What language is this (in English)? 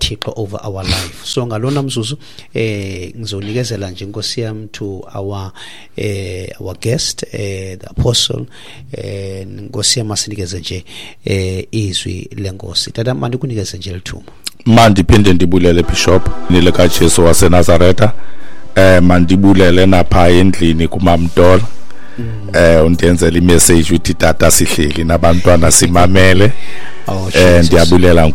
Xhosa